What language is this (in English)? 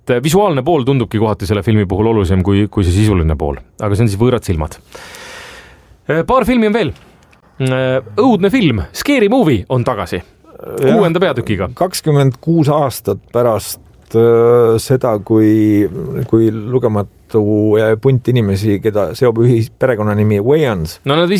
Estonian